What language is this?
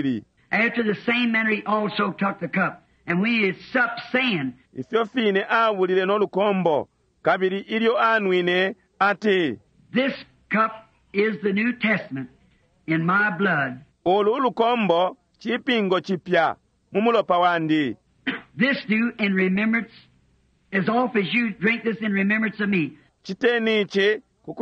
Bemba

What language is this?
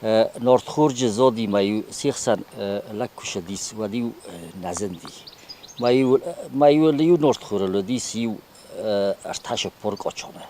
Ossetic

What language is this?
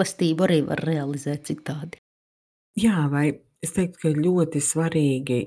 Latvian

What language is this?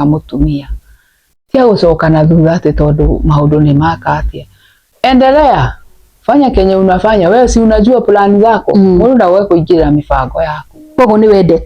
Kikuyu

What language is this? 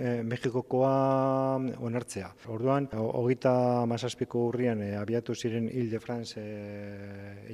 Basque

